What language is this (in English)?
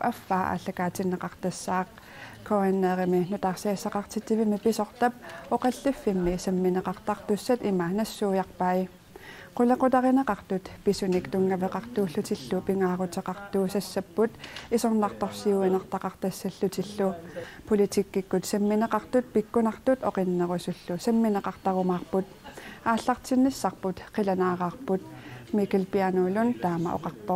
Kalaallisut